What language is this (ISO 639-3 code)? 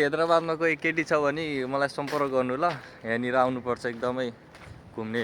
nep